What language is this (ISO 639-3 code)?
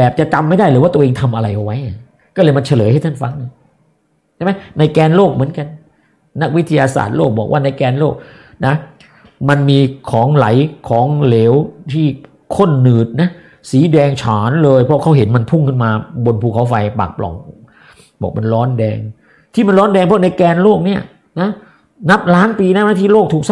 tha